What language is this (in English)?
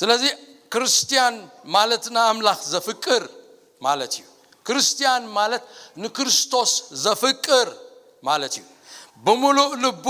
Tigrinya